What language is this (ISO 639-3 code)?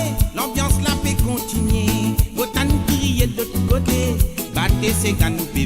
mfe